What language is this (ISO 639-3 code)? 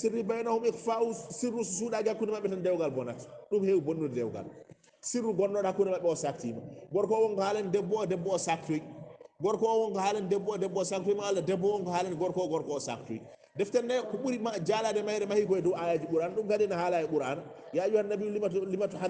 ful